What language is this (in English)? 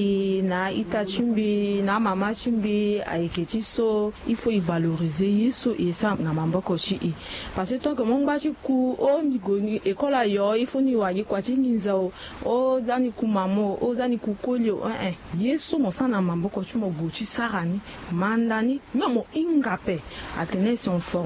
Sango